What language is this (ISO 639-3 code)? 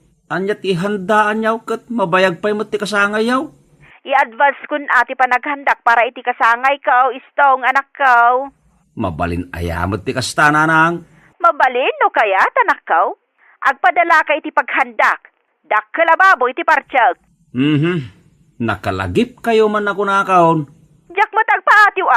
ilo